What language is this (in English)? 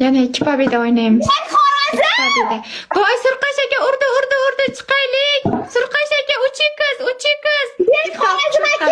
Uzbek